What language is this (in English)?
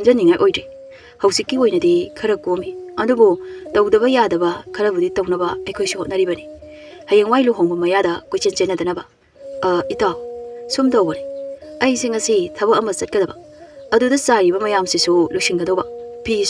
Manipuri